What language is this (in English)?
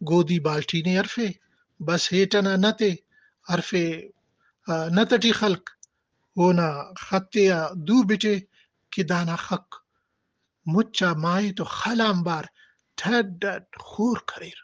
Brahui